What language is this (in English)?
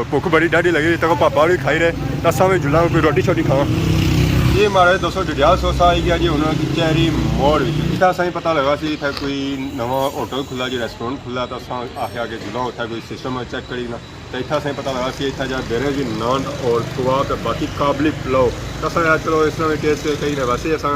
Pahari-Potwari